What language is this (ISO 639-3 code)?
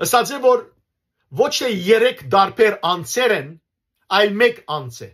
hyw